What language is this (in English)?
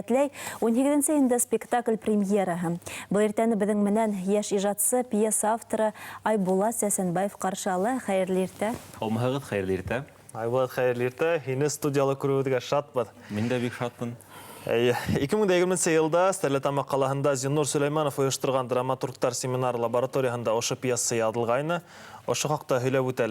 Bashkir